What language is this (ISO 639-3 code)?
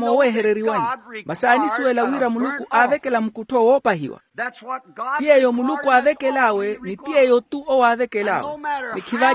vmw